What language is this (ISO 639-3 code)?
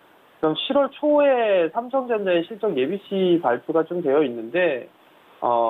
kor